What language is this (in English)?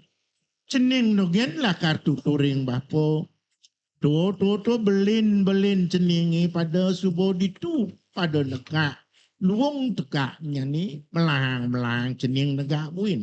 Balinese